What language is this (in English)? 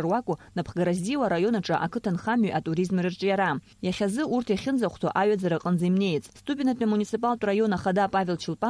Abkhazian